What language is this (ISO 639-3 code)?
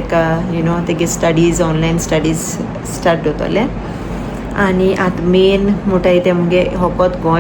kok